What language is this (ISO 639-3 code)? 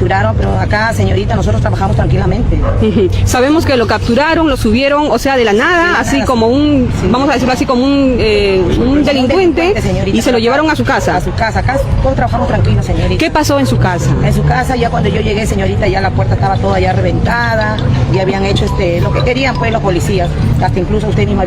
quy